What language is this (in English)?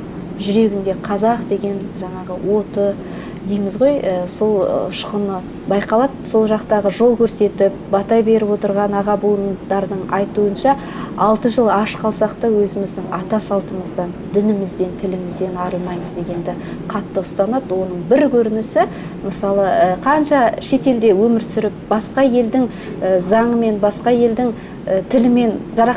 Kazakh